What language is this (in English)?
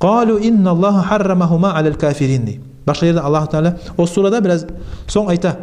Kumyk